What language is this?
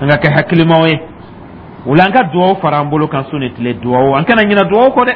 Dyula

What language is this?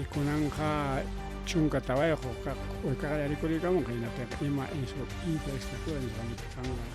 Ayacucho Quechua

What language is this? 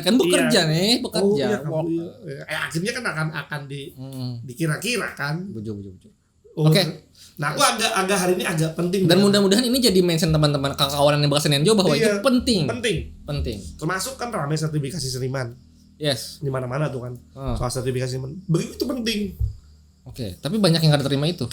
Banjar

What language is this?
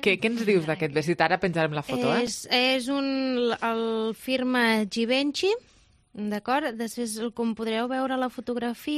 Catalan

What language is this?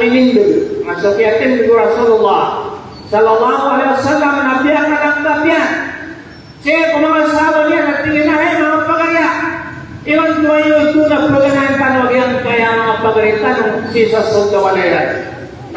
Maranao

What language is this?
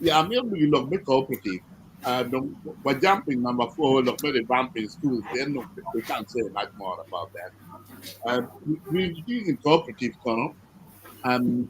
Acoli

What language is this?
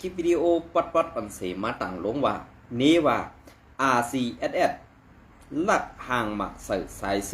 Shan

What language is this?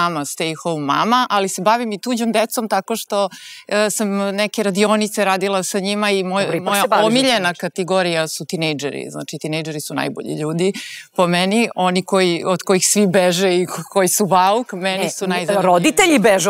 Serbian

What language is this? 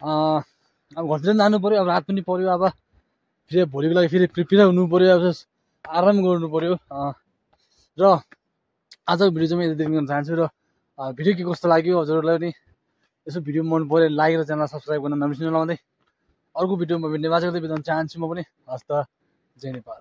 Nepali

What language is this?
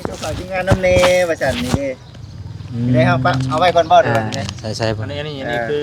Lao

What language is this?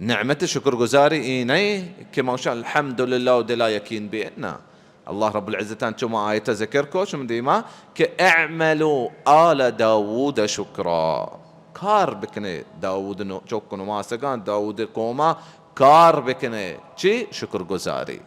Baluchi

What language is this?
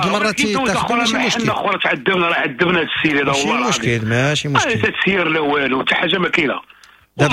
Moroccan Arabic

